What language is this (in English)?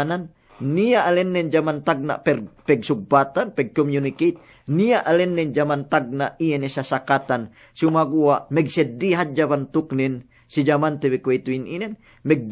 Yakan